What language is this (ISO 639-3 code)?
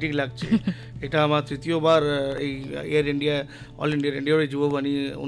ben